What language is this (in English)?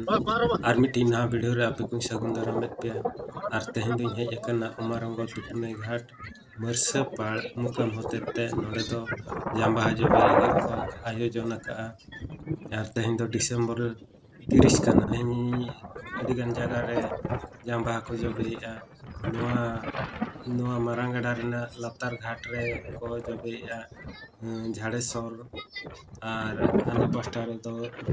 Santali